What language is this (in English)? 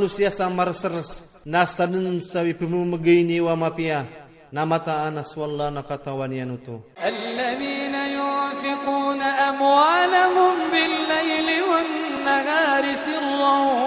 Iranun (Philippines)